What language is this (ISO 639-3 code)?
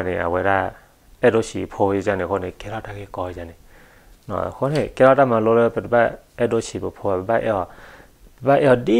ksw